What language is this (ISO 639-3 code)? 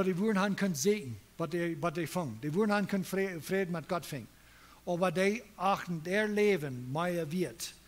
pdt